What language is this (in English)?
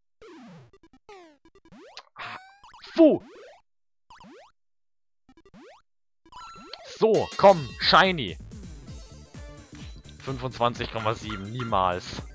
German